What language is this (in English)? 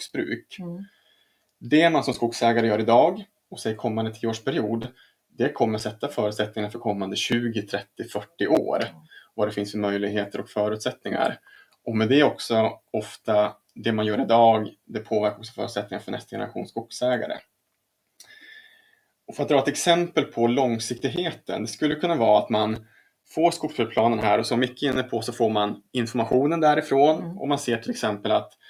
Swedish